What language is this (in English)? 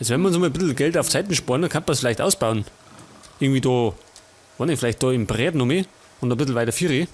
Bavarian